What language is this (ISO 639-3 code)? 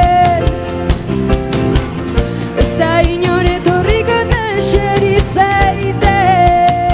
eus